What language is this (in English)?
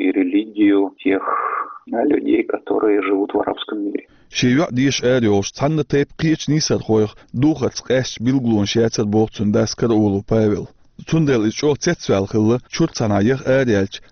Chechen